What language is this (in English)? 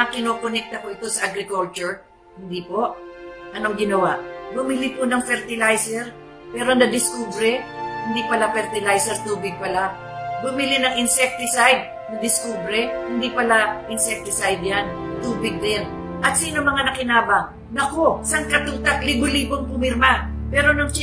Filipino